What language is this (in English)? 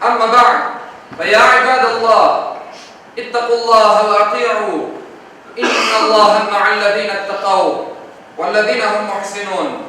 Crimean Tatar